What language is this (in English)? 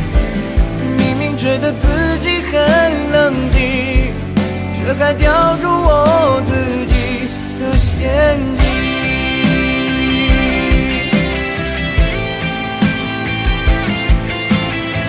Chinese